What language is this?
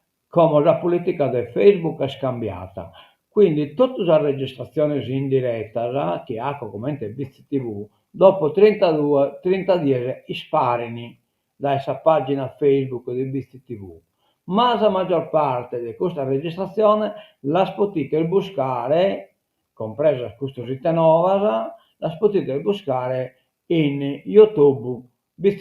Sardinian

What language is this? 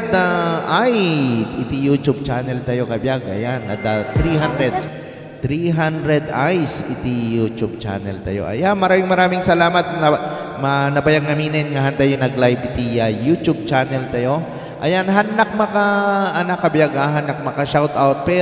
Iloko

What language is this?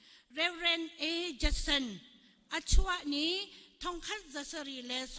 Hakha Chin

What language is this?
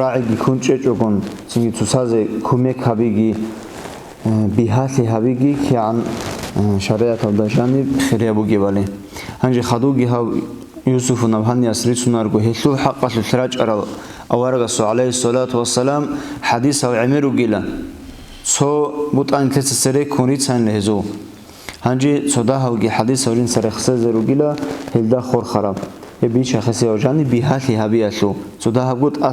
Avaric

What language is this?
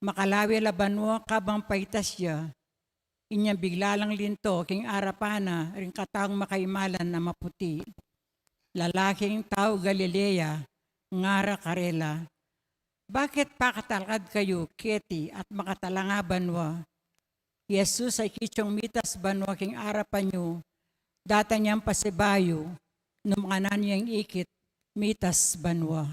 Pampanga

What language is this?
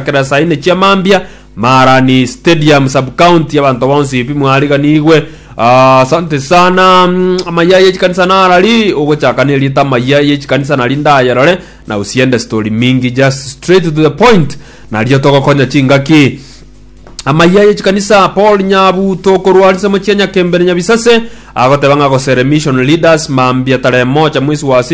Gusii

